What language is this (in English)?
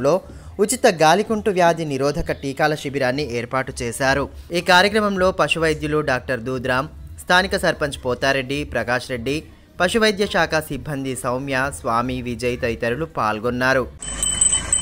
Telugu